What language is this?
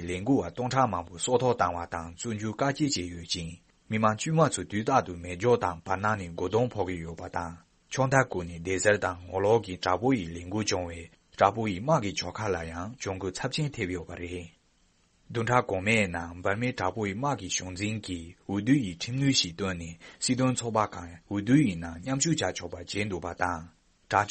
Tibetan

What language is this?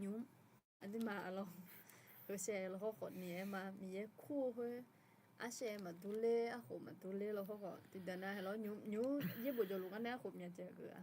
Akha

